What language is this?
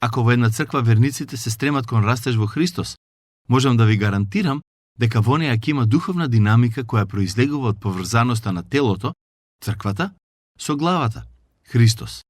Macedonian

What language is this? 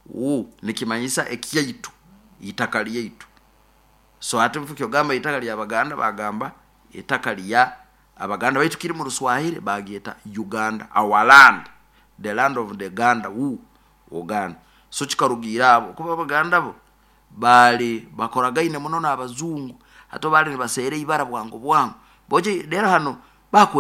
Nyoro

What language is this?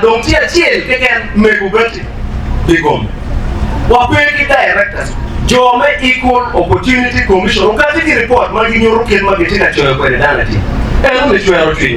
Acoli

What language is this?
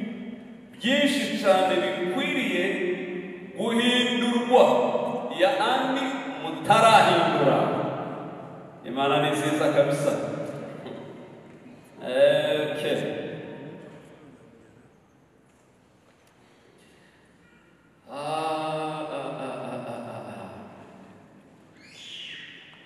Kinyarwanda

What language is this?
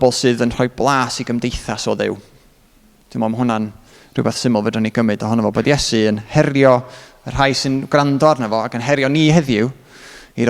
Welsh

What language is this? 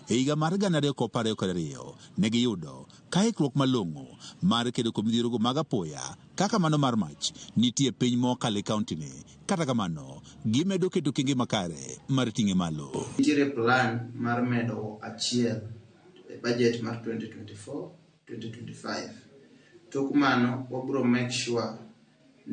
Luo (Kenya and Tanzania)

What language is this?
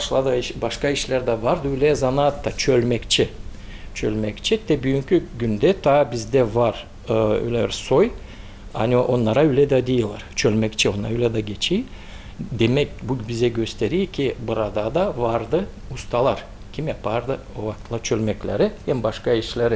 Gagauz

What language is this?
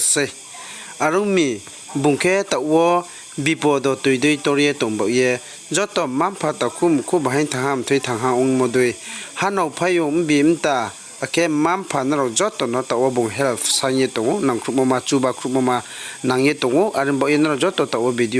Riang (India)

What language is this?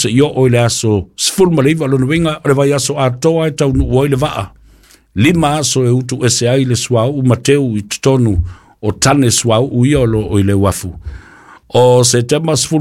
Samoan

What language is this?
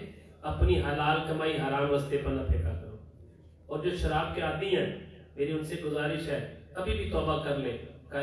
Urdu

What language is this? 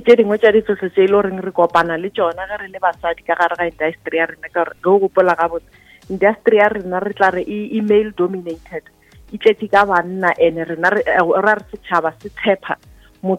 Northern Sotho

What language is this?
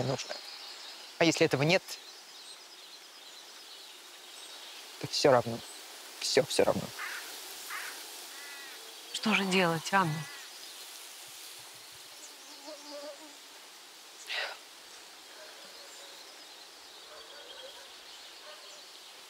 Russian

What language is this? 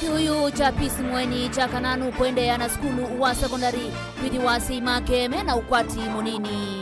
Kamba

